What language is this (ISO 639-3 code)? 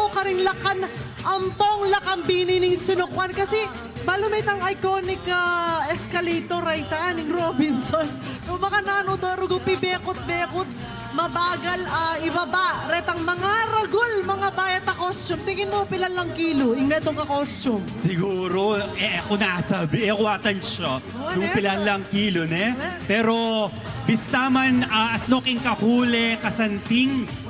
pam